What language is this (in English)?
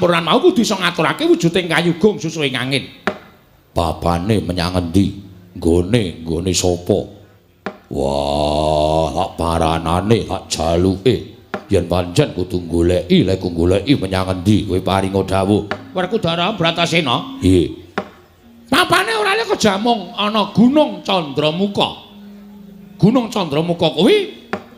Javanese